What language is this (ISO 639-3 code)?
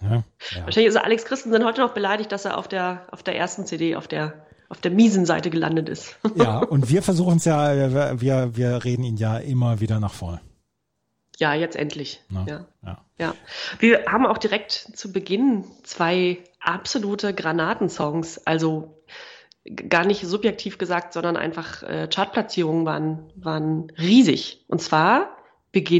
deu